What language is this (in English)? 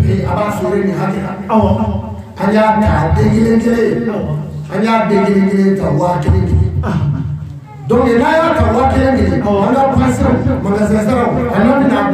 Bambara